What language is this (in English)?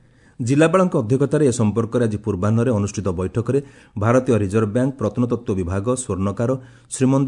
Odia